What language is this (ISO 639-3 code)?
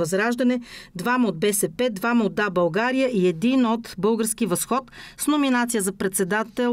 bul